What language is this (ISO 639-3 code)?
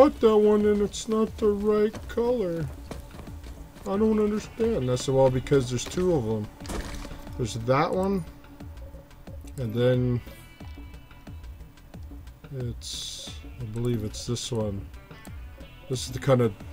eng